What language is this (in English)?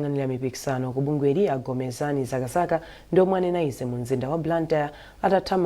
Nyanja